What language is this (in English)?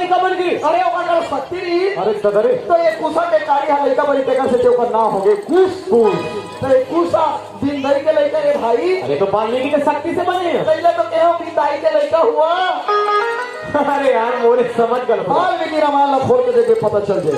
Chhattisgarhi